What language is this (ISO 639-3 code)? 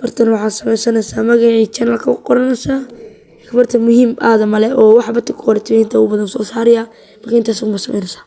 som